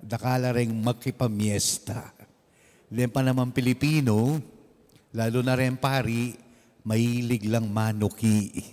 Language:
Pampanga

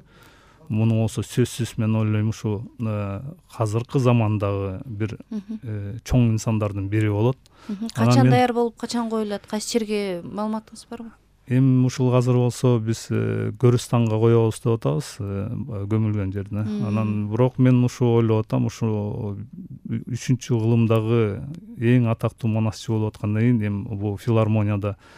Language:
Kyrgyz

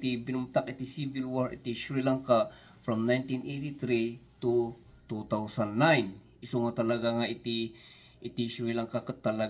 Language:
Iloko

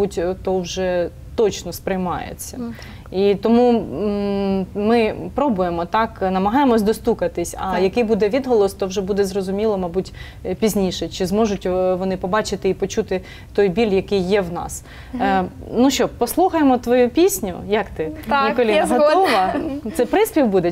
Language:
Ukrainian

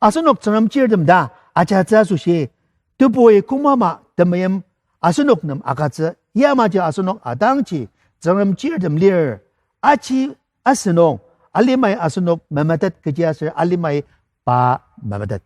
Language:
Ao Naga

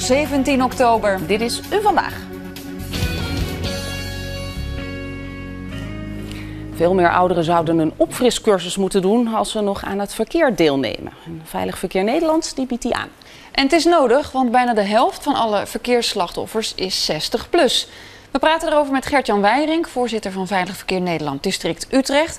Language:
Dutch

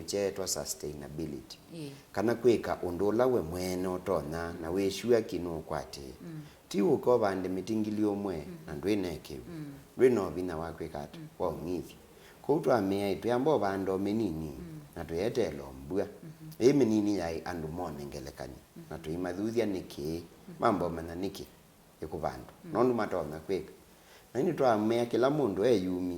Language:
Kamba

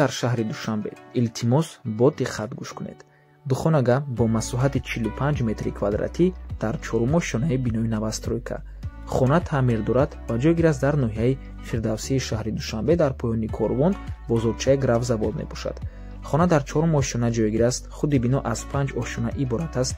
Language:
Tajik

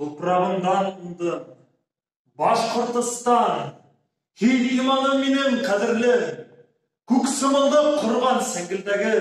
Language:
Bashkir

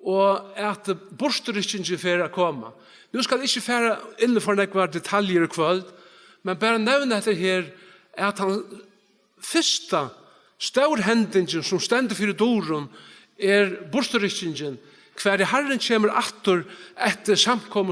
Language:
Faroese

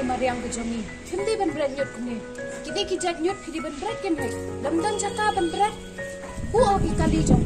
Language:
Khasi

